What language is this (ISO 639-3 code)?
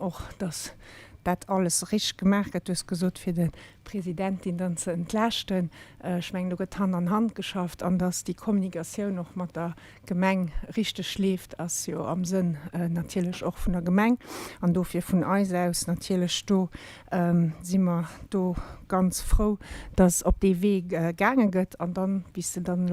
ltz